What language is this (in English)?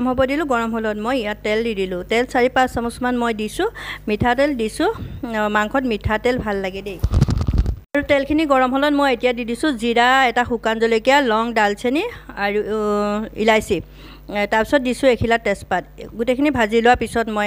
Assamese